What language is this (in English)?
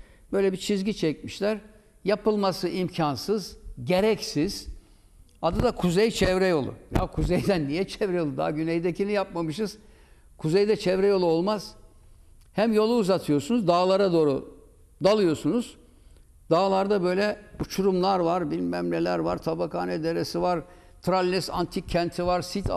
Turkish